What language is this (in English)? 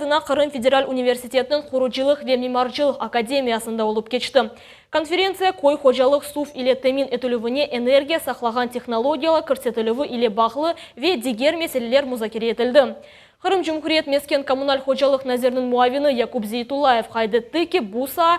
Crimean Tatar